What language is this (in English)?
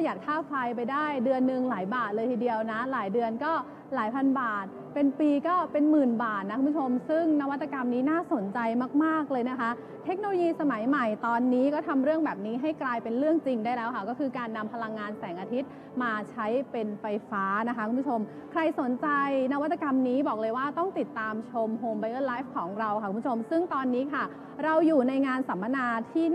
Thai